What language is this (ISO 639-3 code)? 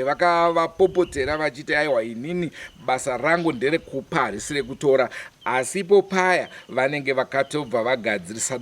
sna